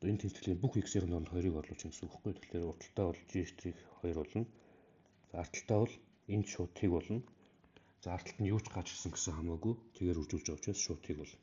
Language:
Mongolian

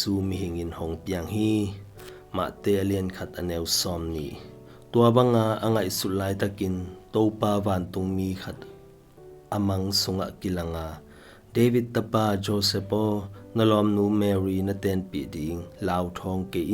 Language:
Tedim Chin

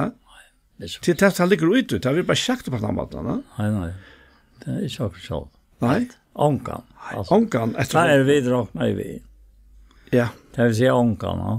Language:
Faroese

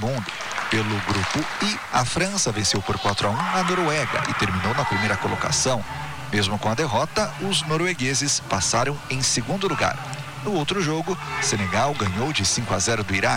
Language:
Portuguese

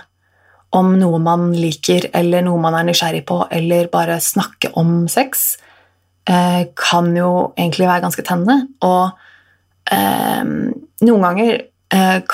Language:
Norwegian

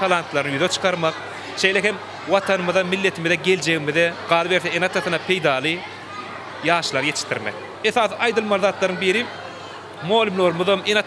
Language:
Turkmen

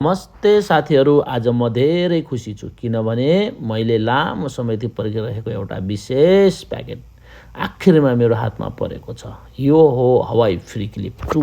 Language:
Nepali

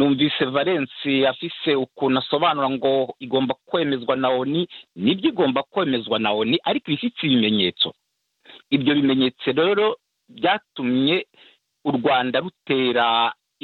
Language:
Kinyarwanda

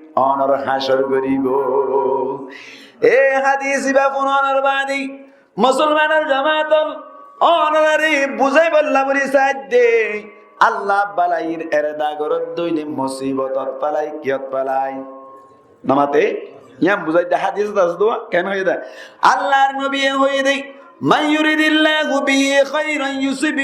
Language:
Rohingya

